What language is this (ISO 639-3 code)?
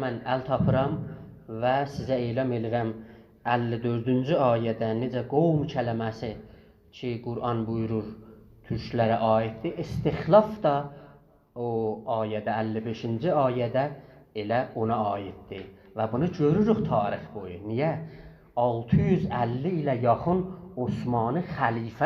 azb